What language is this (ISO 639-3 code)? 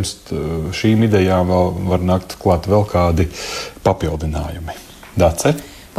lav